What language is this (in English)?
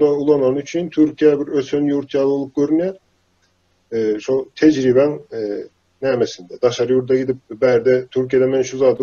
Turkmen